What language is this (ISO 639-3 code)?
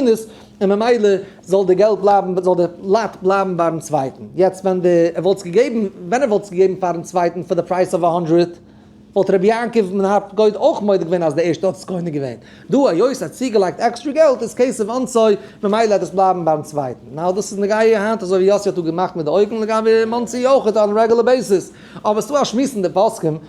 yid